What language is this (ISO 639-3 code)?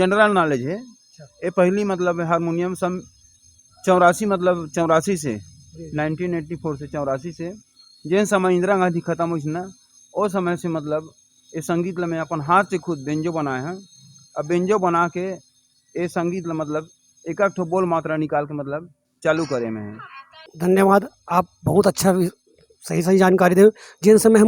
hne